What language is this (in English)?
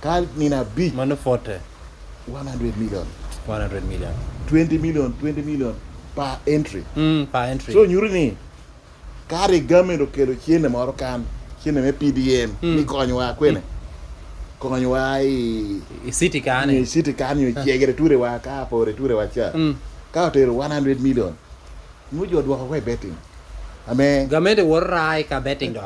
Lango (Uganda)